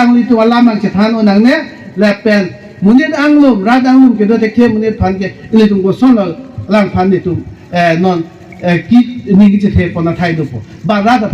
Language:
Karbi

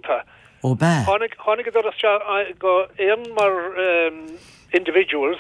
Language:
Irish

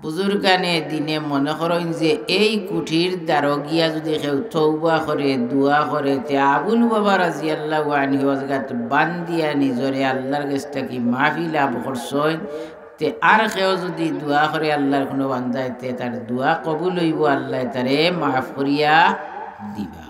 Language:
Sylheti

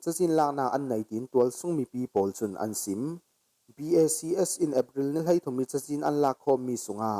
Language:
Falam Chin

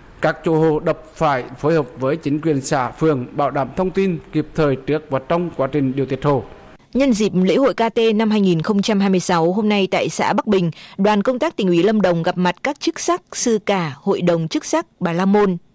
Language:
Vietnamese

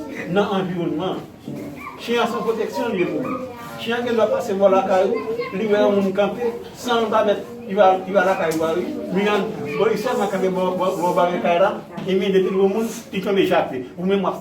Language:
Haitian Creole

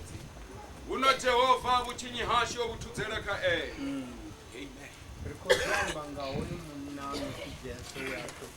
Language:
Venda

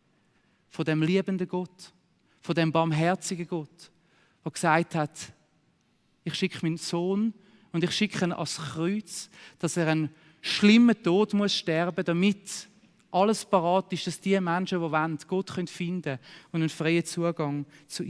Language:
Swiss German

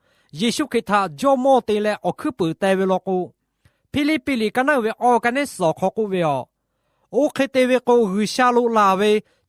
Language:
Lahu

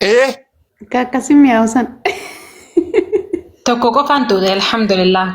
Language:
Oromo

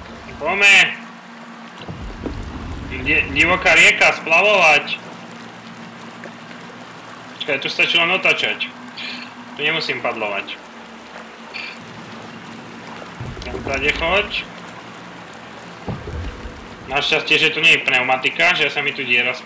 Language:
Slovak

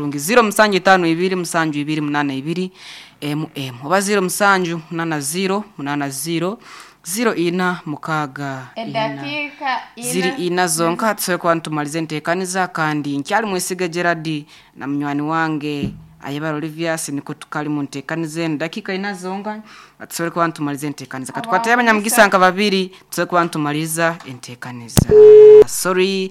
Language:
Nyankole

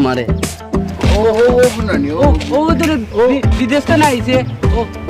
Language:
Sylheti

